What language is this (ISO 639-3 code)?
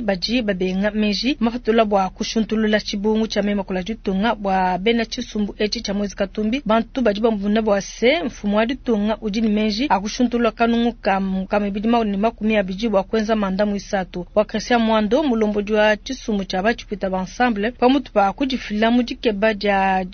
lua